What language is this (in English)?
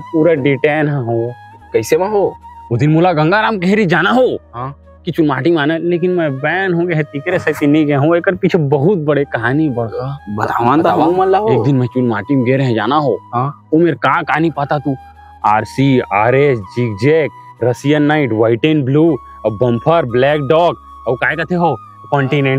Chhattisgarhi